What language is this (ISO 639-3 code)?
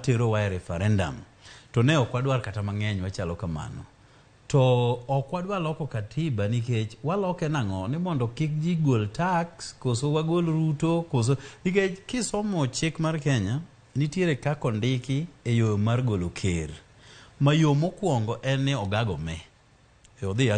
luo